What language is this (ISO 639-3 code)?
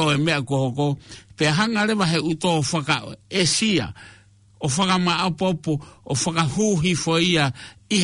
ton